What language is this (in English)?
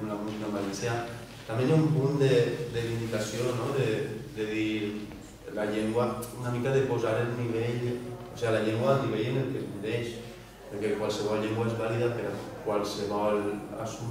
Catalan